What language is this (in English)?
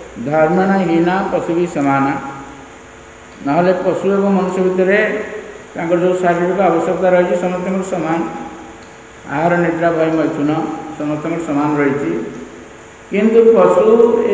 Odia